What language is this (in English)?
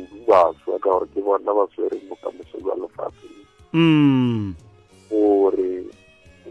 Northern Sotho